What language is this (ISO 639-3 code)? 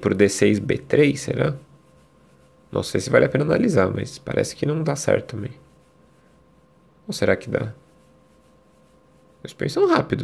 por